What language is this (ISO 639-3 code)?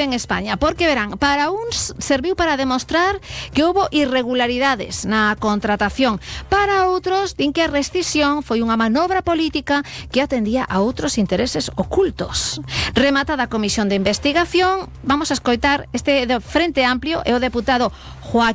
glg